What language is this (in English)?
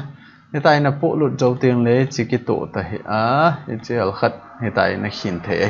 Thado Chin